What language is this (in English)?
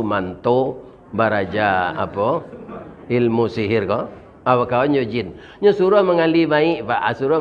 Minangkabau